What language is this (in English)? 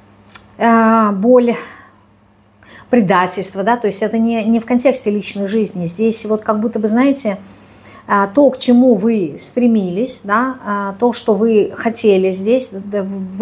Russian